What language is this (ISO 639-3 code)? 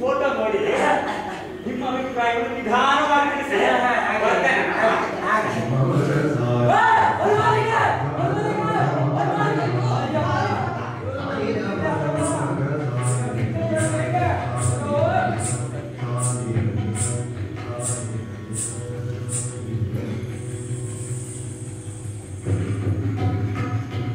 kan